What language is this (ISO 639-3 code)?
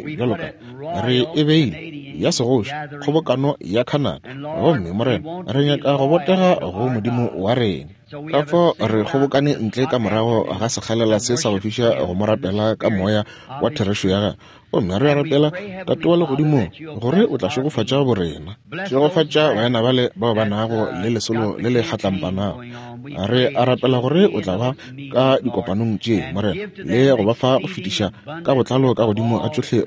nso